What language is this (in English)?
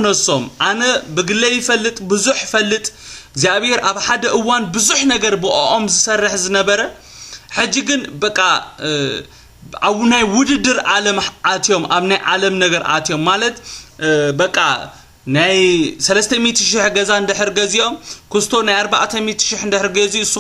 Tigrinya